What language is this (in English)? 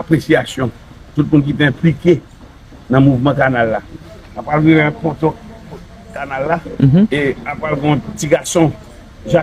Haitian Creole